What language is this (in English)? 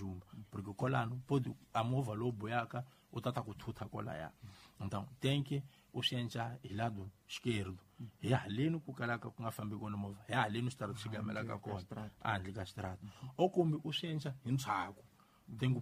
Tsonga